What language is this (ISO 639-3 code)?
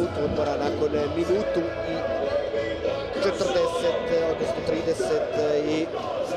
hrv